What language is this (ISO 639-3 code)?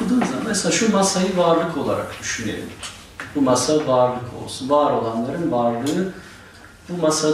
tur